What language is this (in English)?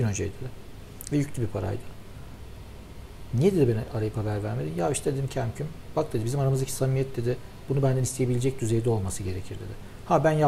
Turkish